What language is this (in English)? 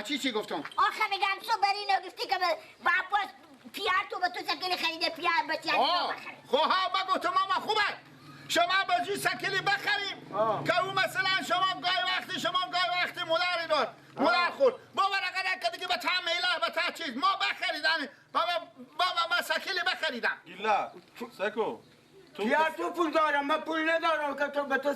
Persian